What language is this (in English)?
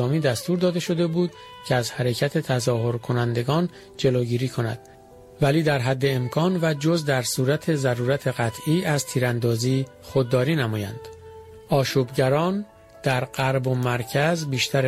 Persian